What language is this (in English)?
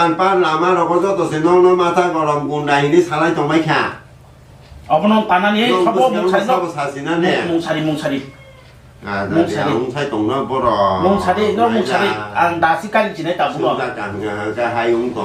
Kok Borok